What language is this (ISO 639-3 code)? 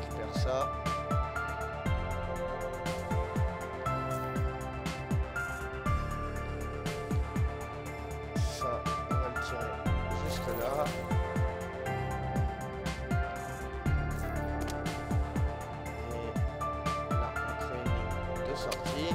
fra